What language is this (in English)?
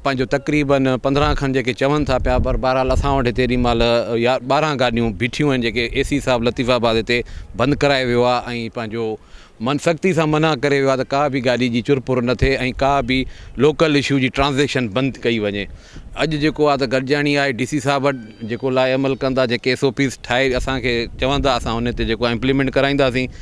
Sindhi